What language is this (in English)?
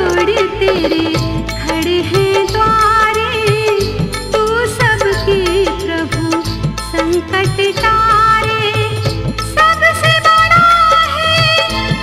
Hindi